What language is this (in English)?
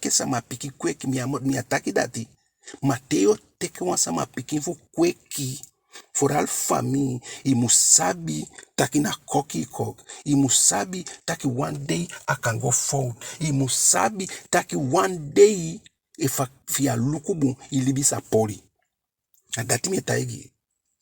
Eastern Maroon Creole